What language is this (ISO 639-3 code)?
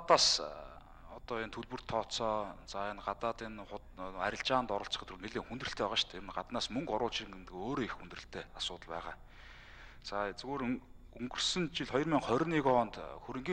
mon